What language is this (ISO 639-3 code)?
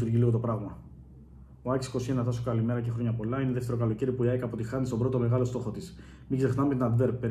ell